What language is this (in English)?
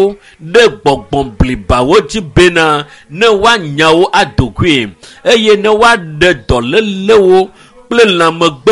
Ewe